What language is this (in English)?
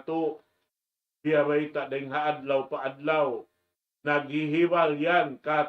Tausug